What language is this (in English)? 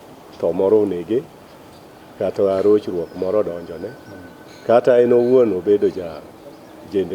Luo (Kenya and Tanzania)